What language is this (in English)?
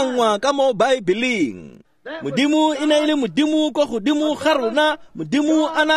Tswana